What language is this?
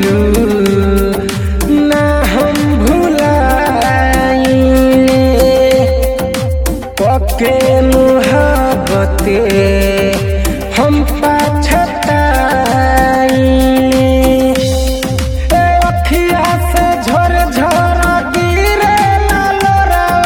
Bhojpuri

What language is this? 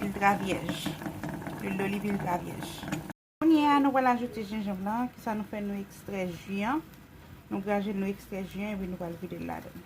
Haitian Creole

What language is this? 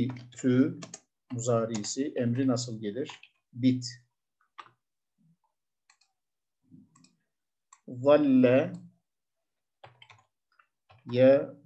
Turkish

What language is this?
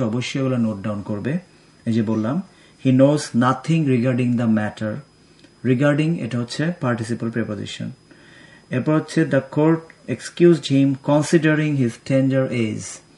Bangla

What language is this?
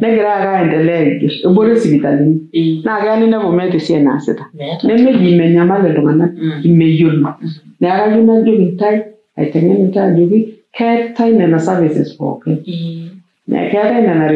Masai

